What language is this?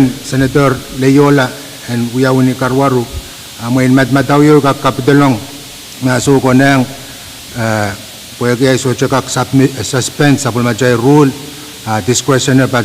Pohnpeian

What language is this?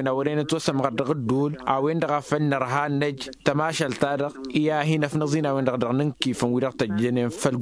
Tamasheq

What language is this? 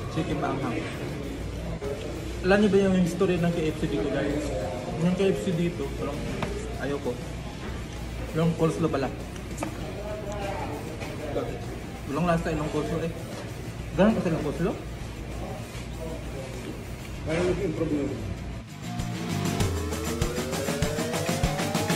Filipino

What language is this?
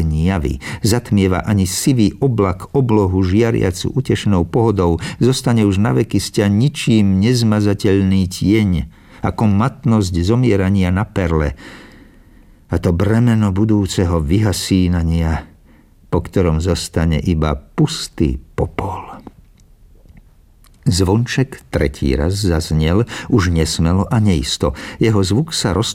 Slovak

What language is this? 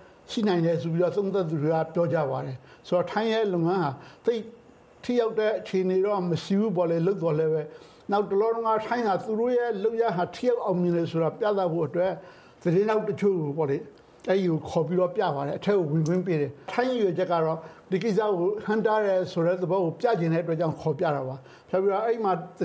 Burmese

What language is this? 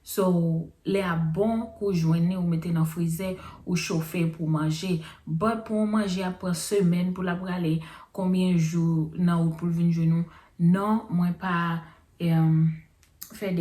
Haitian Creole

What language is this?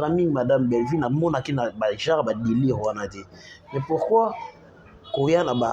Lingala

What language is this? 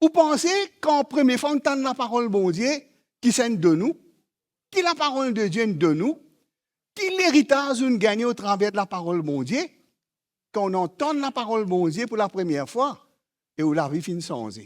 Morisyen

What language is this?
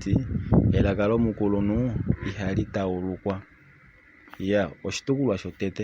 Kuanyama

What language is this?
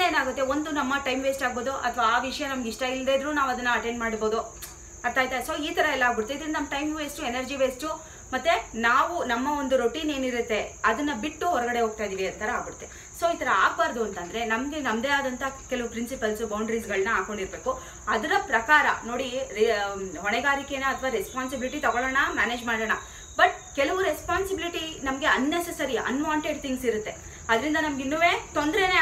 Kannada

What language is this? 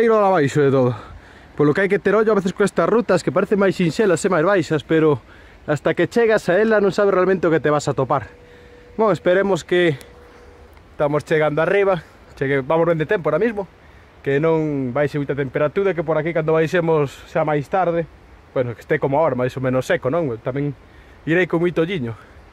Galician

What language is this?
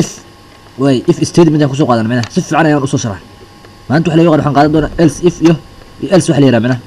Somali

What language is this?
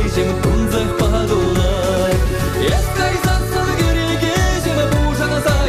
Chuvash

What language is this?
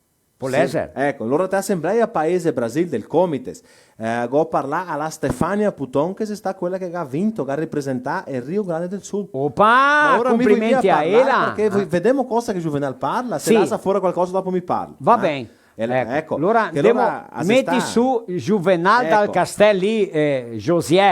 Venetian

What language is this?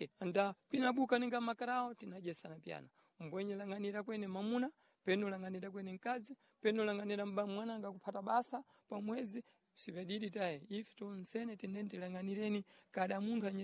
Sena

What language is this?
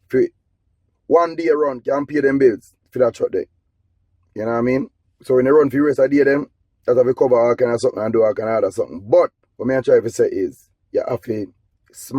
Jamaican Creole English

